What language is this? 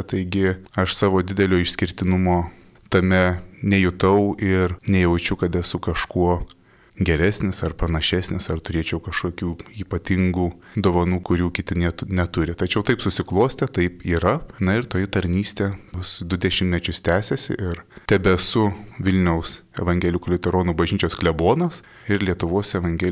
Lithuanian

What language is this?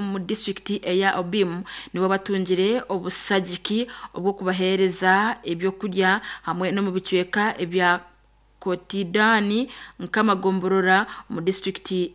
Nyankole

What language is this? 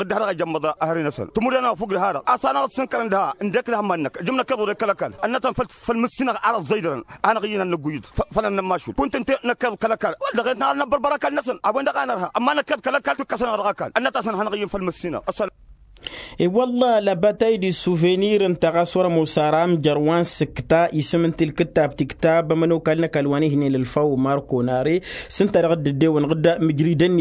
Tamasheq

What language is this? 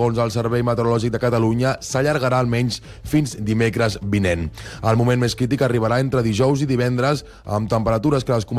Catalan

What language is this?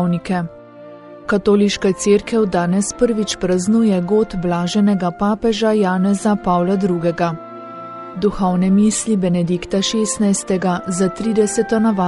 Slovenian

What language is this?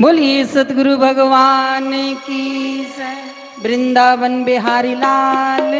Dogri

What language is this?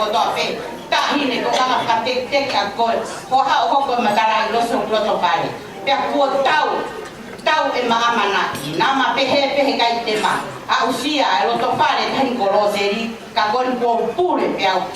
Tongan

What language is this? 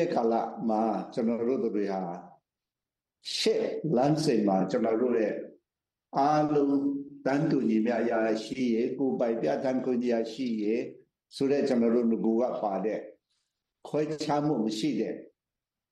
Burmese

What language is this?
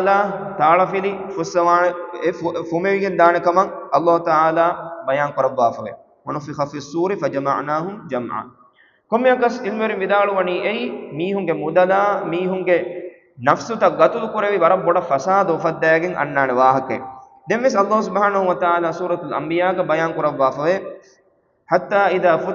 Divehi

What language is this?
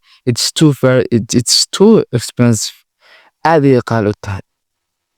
Somali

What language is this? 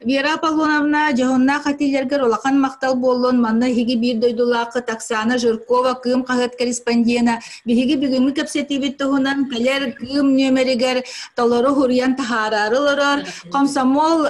Yakut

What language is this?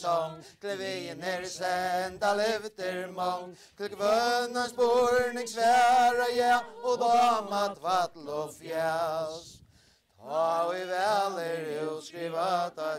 Faroese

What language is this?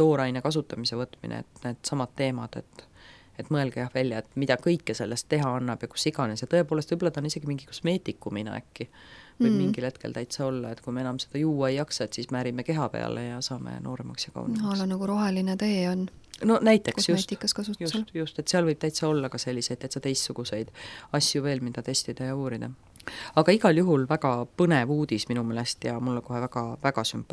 Estonian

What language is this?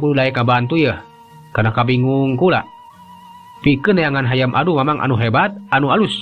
Sundanese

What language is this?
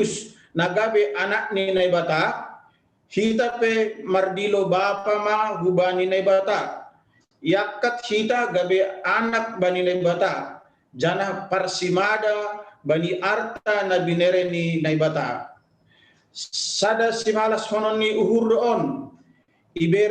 Batak Simalungun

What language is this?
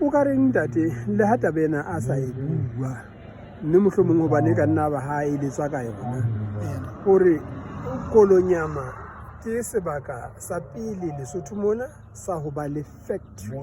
Southern Sotho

